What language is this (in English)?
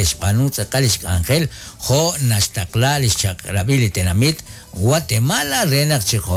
Kekchí